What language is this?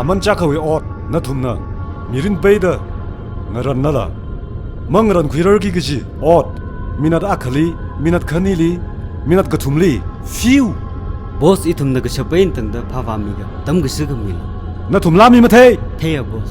Tangkhul Naga (India)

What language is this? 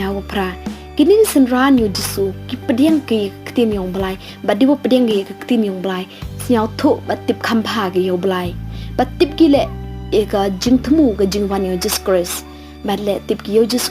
Pnar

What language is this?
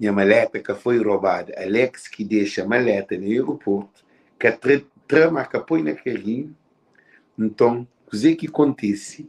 Kabuverdianu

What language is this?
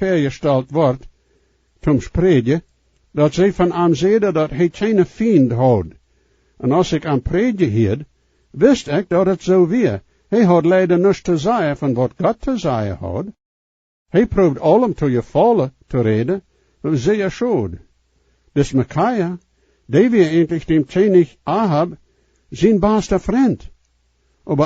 Plautdietsch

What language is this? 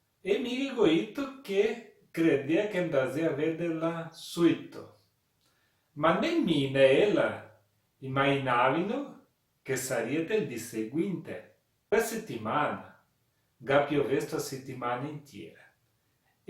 Venetian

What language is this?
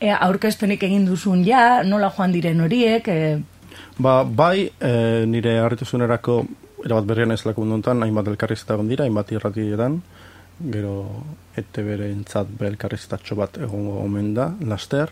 Basque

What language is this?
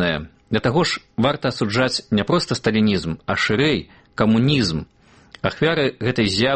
Belarusian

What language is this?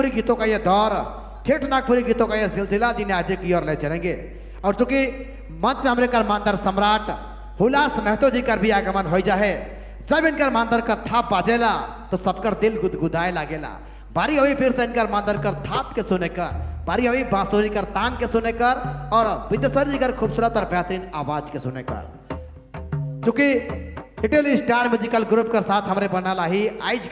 Sadri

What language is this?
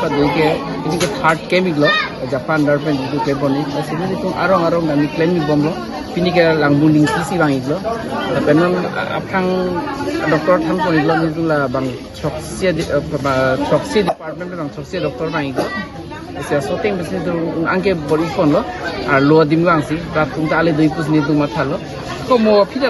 Karbi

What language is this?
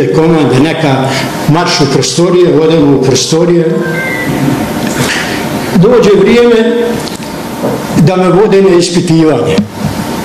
Bosnian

